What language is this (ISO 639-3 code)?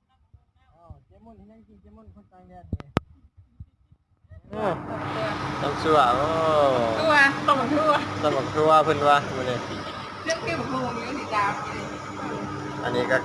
lao